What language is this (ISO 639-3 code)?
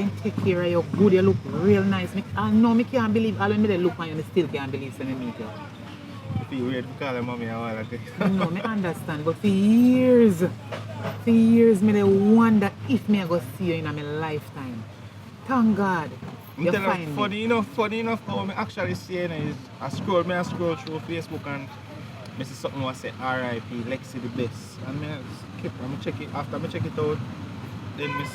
jam